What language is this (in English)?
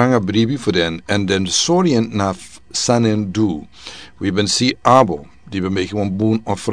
Sranan Tongo